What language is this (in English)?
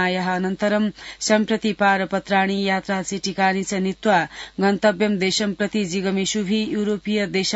Sanskrit